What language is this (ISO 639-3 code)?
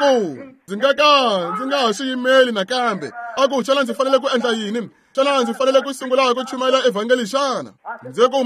tso